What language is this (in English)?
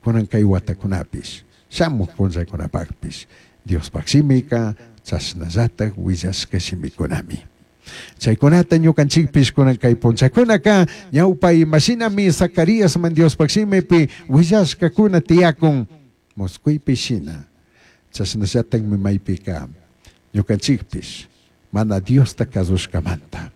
Chimborazo Highland Quichua